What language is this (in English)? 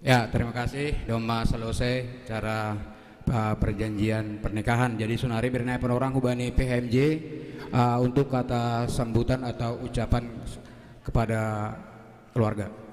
Batak Simalungun